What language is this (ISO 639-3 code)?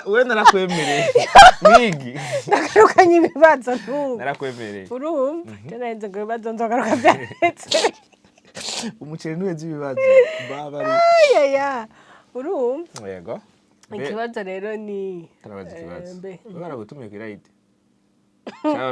run